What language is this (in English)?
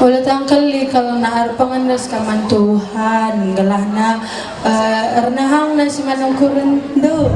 Batak Karo